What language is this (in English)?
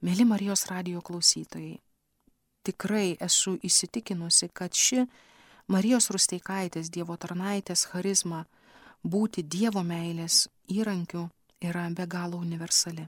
Lithuanian